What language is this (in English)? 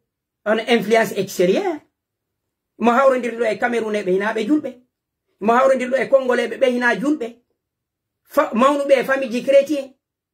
Fula